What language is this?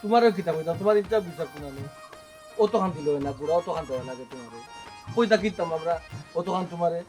Sylheti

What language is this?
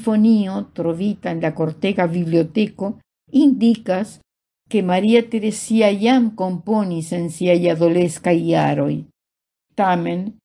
Esperanto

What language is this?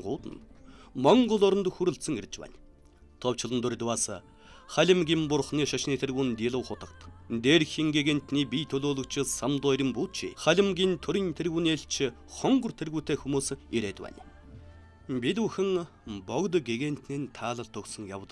Mongolian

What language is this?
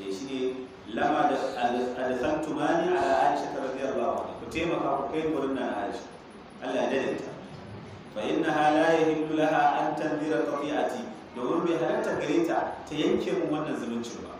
Hausa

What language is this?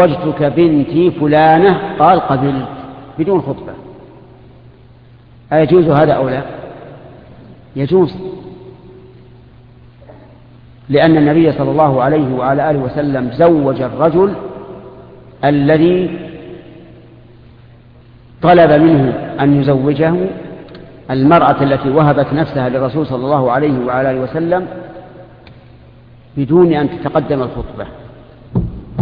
Arabic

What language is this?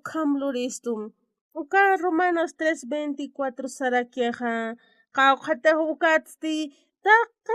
Aymara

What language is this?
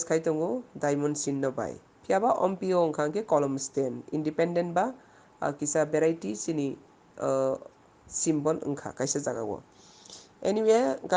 Kok Borok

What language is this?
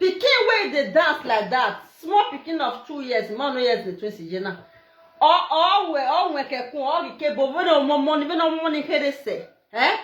Nigerian Pidgin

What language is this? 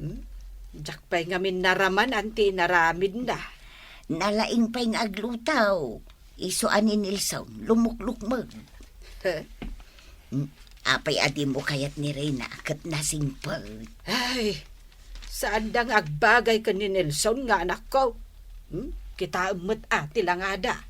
Iloko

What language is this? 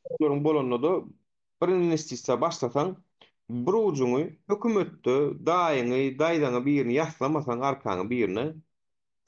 Turkmen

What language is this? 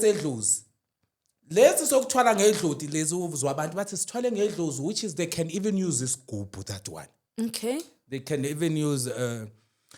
Zulu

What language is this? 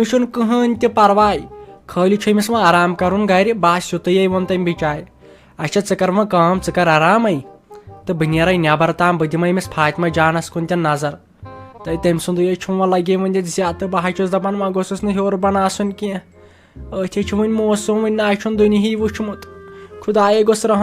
Kashmiri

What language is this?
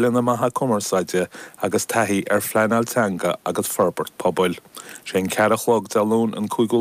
Irish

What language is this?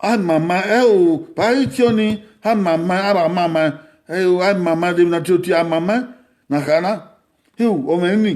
Bini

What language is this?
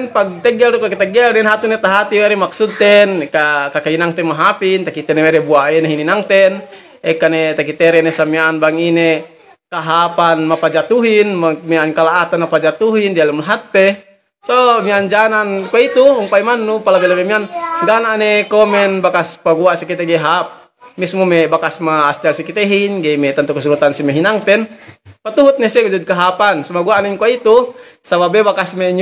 Yakan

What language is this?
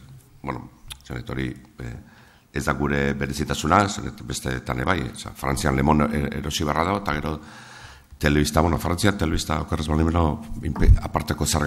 Basque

